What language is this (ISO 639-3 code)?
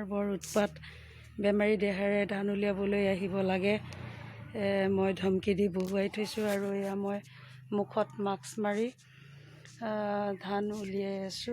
asm